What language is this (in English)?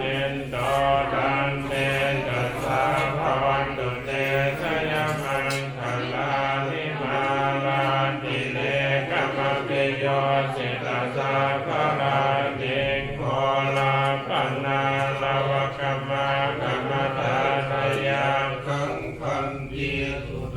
Pali